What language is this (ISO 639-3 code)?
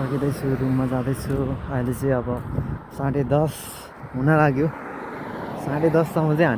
nep